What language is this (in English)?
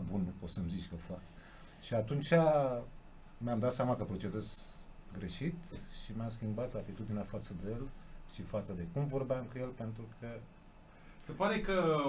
Romanian